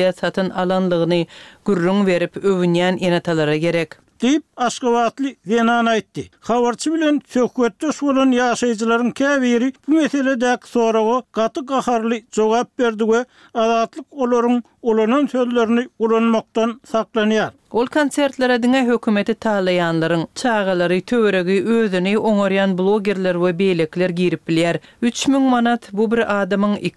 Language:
Turkmen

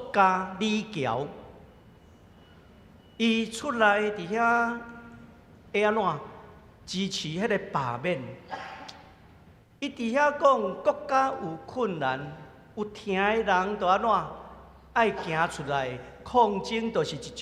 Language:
Min Nan Chinese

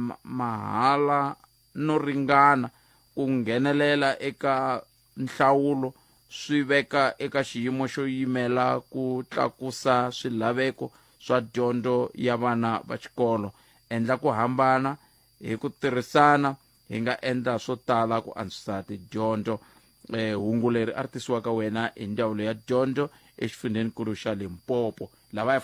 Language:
Tsonga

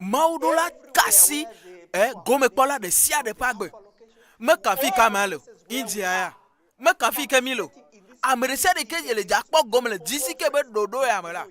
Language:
Ewe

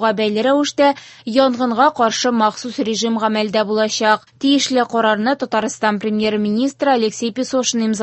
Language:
Tatar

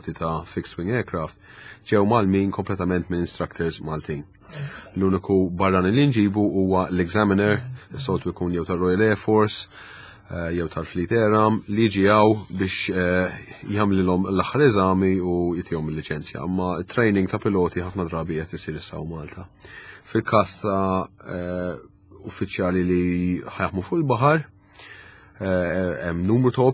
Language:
Maltese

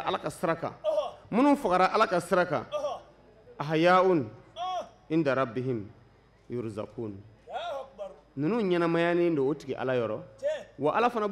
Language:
Bambara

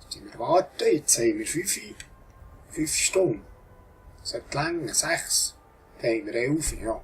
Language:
Swiss German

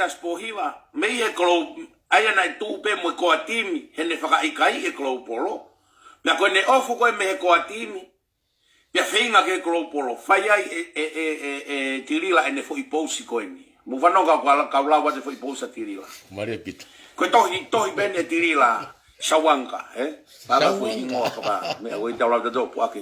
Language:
Tongan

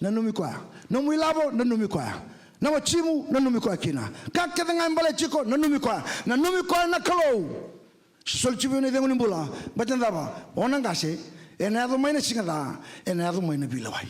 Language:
Fijian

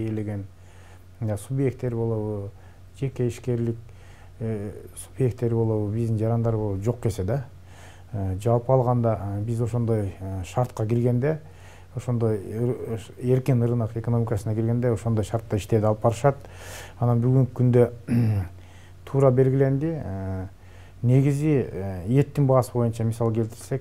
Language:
Kyrgyz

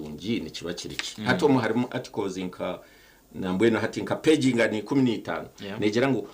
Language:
Nyankole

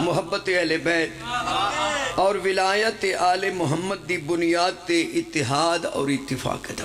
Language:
Pahari-Potwari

